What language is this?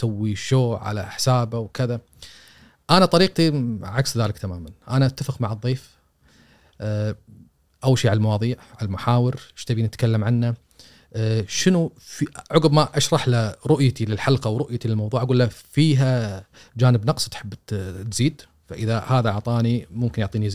Gulf Arabic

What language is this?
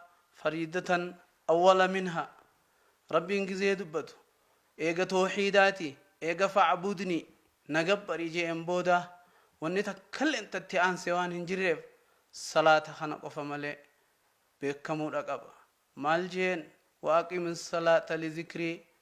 Oromo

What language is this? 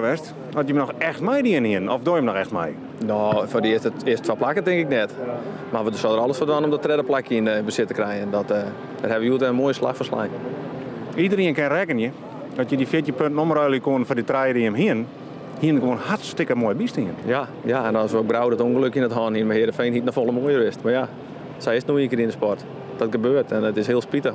Western Frisian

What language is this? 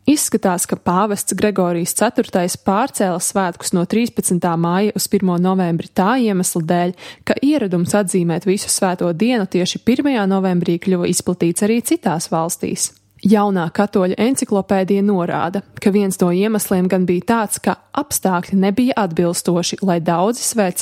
Latvian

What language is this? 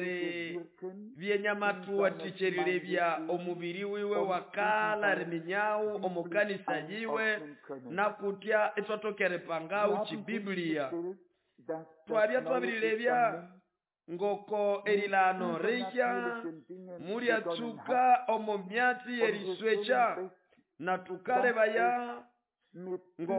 Nande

